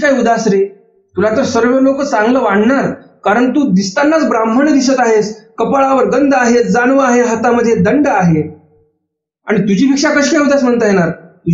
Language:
Marathi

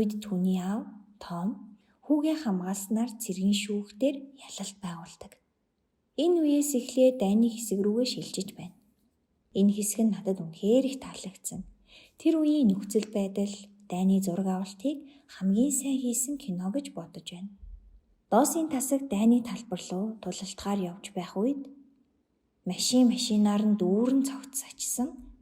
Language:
Mongolian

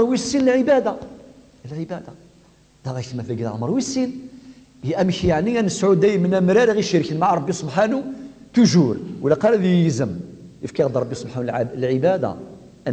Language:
Kabyle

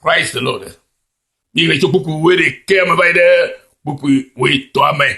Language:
Ewe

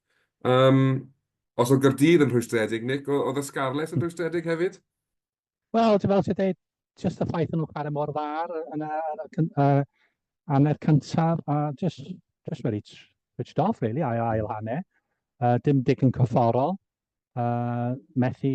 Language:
Welsh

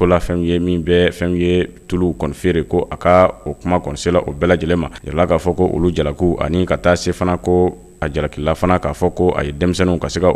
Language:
Bambara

